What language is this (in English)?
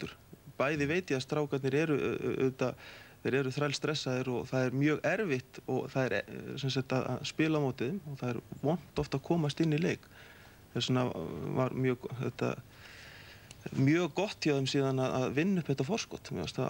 Icelandic